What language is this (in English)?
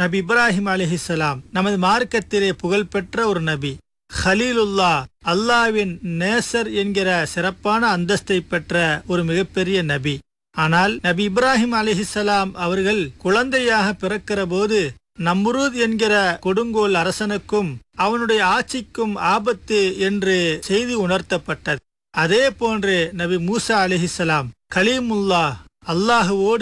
Tamil